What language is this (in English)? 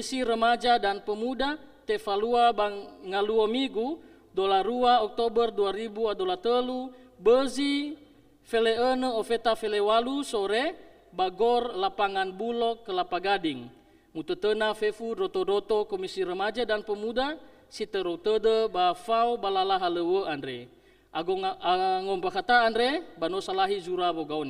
Nias